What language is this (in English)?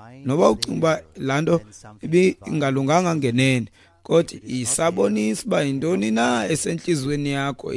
Xhosa